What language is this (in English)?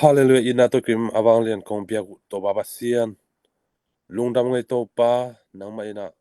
Tedim Chin